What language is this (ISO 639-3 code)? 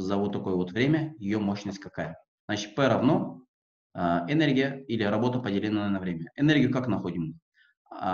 rus